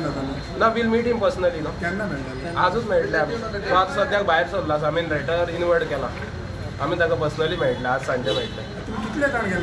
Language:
Konkani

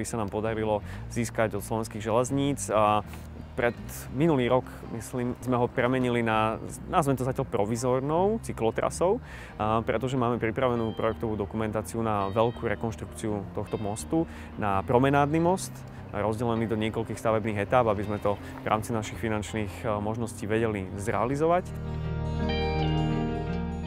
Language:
Slovak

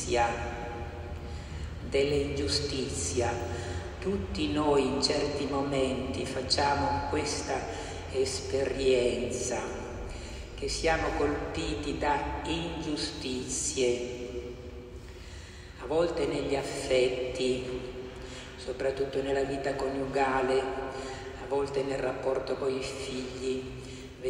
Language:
Italian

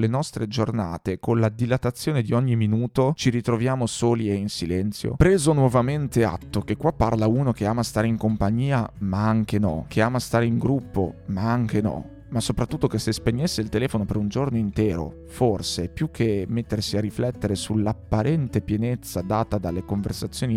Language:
Italian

